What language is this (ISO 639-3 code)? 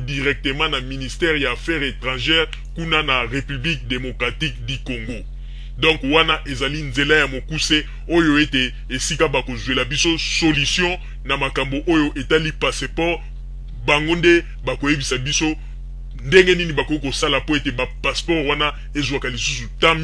lin